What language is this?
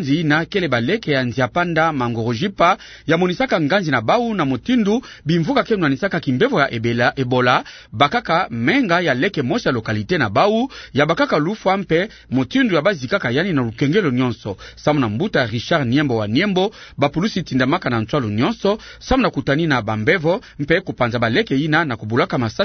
Kituba (Democratic Republic of Congo)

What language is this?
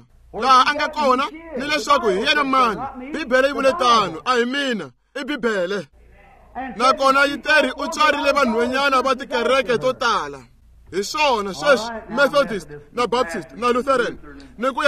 Tsonga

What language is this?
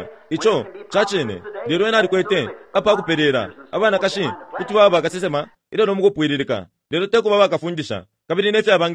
Bemba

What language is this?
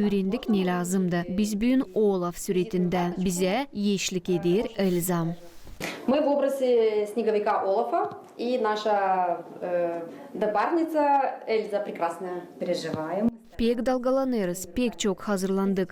Gagauz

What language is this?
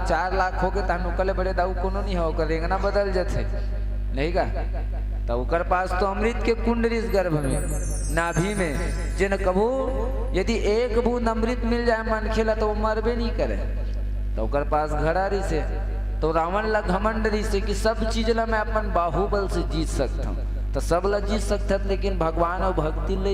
Chhattisgarhi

